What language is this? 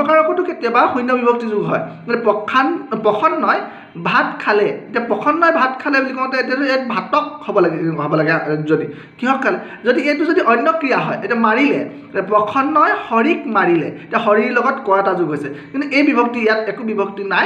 Assamese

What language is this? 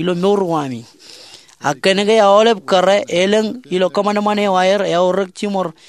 Marshallese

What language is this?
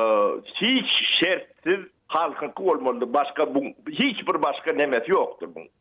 Turkmen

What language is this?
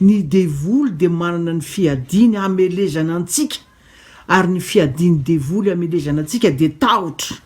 Malagasy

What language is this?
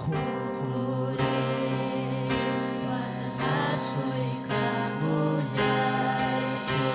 Ayacucho Quechua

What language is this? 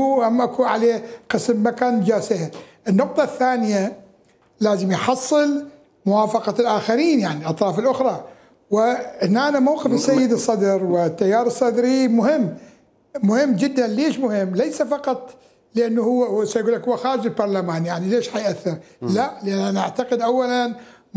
Mesopotamian Arabic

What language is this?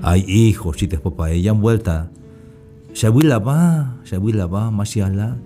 Tzeltal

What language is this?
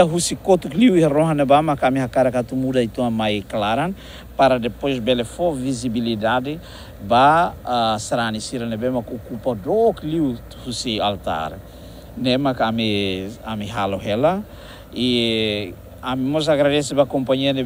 Tetum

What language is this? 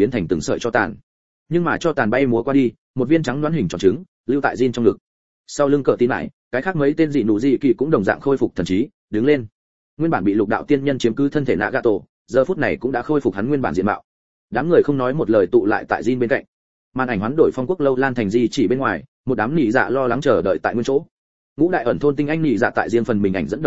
Vietnamese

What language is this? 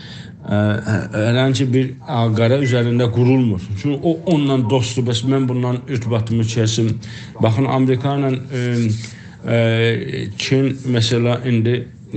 South Azerbaijani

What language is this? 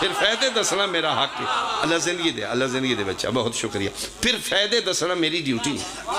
Pahari-Potwari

